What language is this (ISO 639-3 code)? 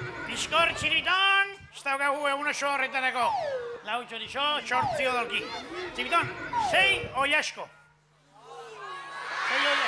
eus